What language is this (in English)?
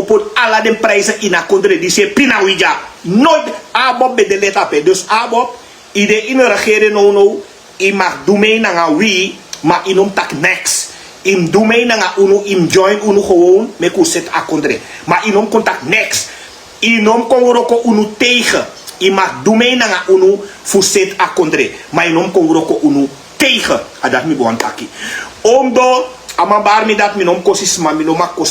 Sranan Tongo